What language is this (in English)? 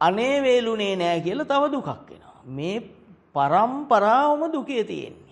Sinhala